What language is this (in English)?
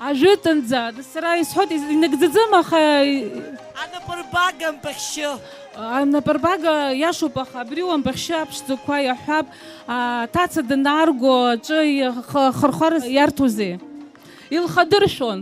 Abkhazian